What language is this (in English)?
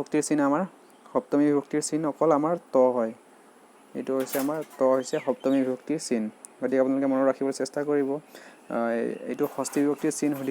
Assamese